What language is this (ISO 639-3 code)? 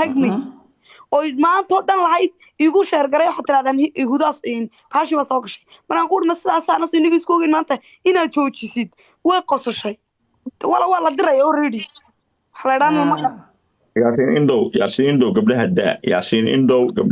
som